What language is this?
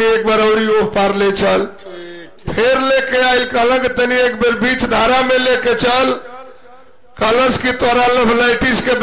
Bhojpuri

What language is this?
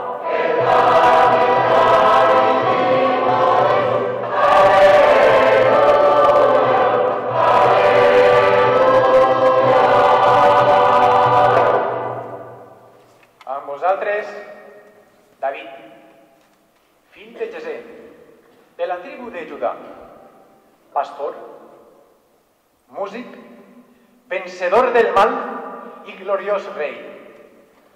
Catalan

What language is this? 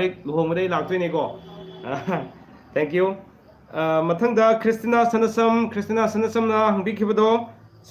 Manipuri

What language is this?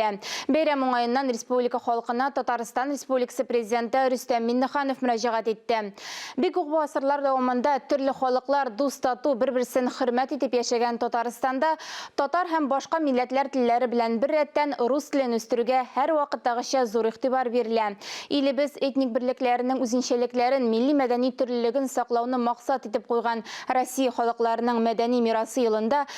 Tatar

